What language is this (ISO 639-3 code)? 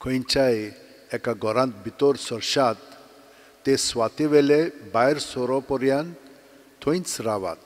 kok